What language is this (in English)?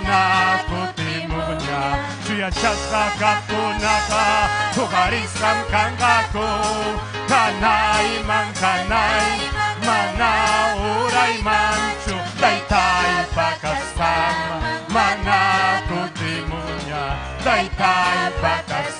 Ayacucho Quechua